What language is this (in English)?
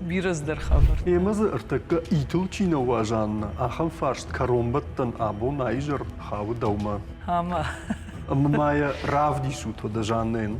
Ossetic